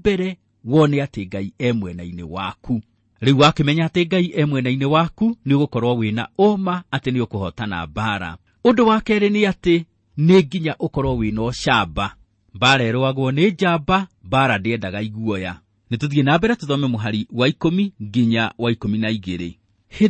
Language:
Kikuyu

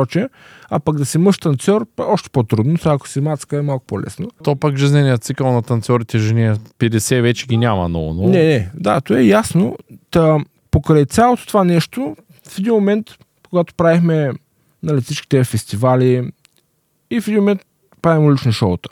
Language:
Bulgarian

